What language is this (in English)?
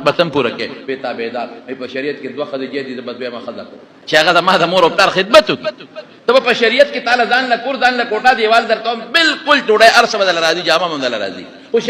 Pashto